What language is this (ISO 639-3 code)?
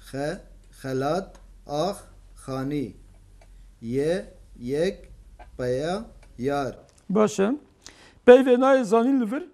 kur